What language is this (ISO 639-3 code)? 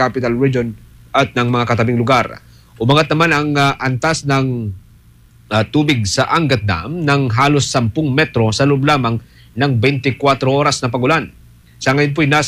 fil